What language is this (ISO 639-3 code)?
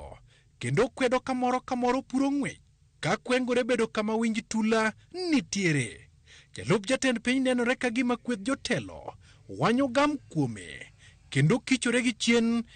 luo